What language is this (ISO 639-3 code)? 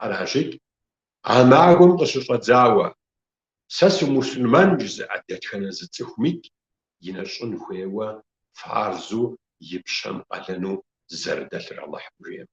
kbd